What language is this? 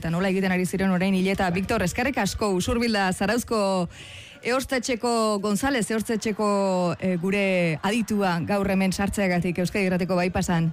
Basque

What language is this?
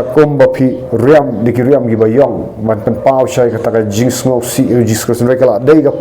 Khasi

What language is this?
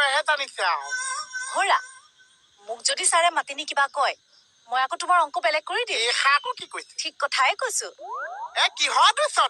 Assamese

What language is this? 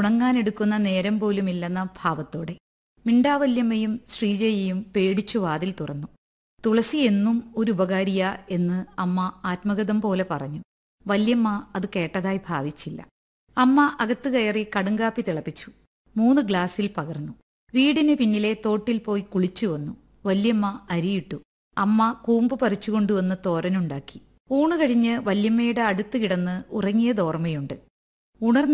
Malayalam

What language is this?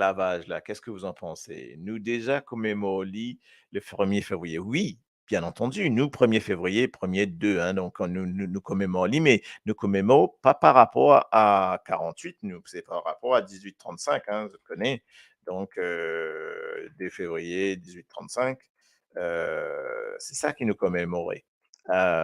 Morisyen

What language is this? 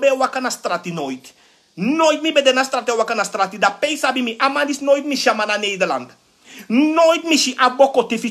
Sranan Tongo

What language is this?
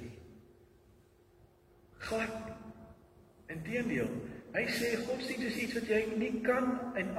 Afrikaans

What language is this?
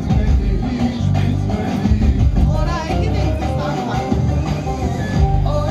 Turkish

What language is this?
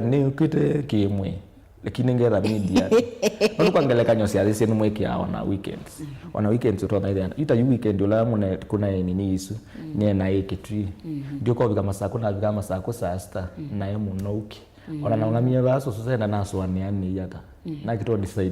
Kamba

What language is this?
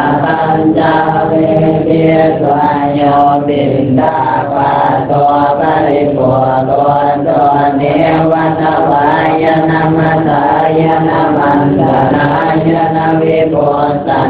Pali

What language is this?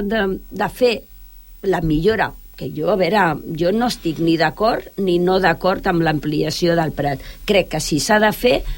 Catalan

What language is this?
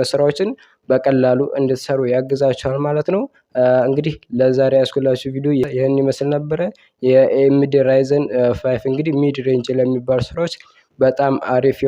Amharic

